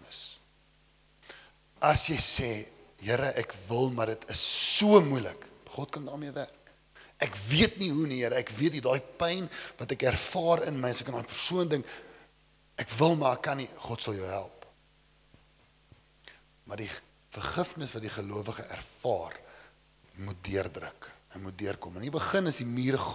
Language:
Afrikaans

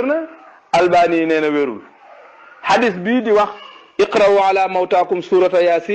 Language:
Wolof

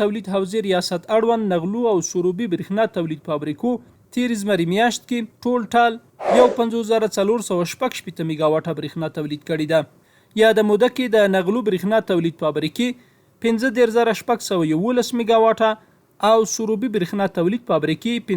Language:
Pashto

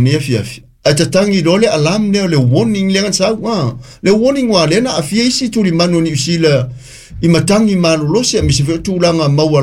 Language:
Samoan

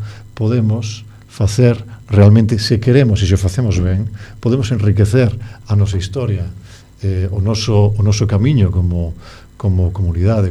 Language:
Galician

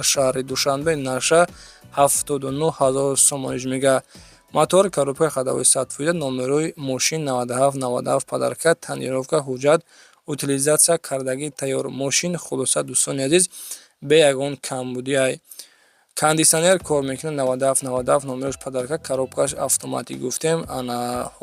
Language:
Tajik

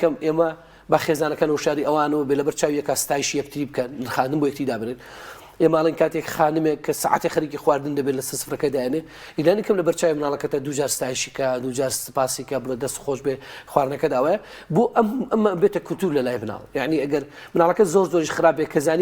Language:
Central Kurdish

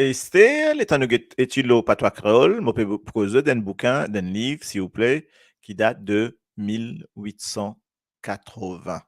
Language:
Morisyen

